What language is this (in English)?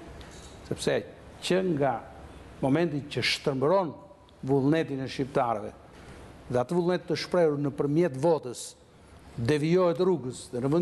Albanian